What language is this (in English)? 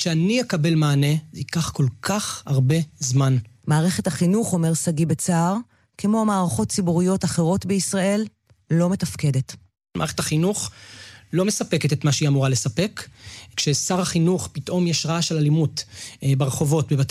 Hebrew